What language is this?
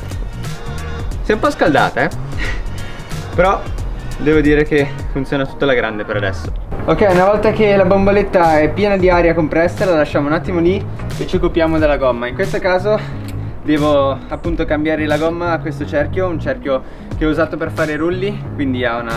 Italian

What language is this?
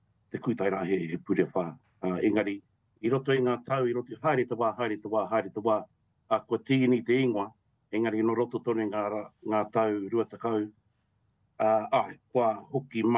Māori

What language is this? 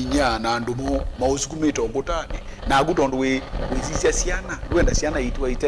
Kamba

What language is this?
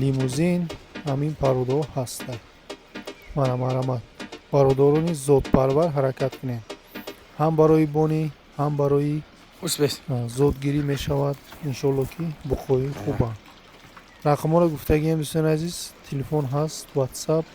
Tajik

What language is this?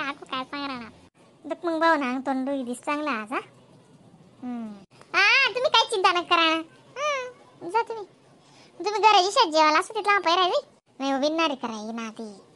Khandesi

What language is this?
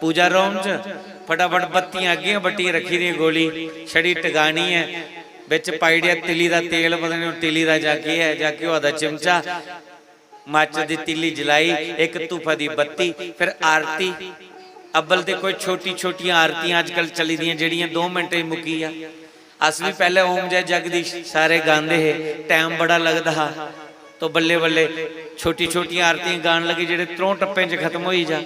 Dogri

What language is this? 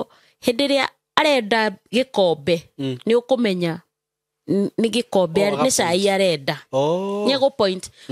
Kikuyu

